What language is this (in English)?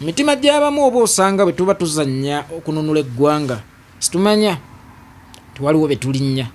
Ganda